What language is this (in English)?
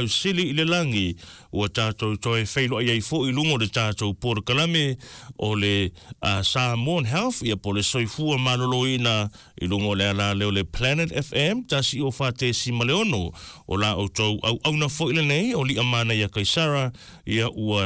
Samoan